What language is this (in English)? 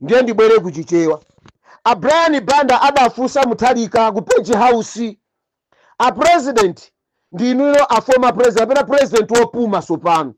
Nyanja